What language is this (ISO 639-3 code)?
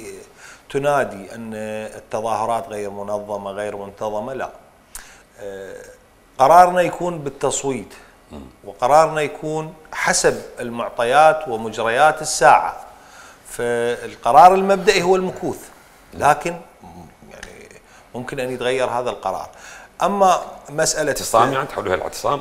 acm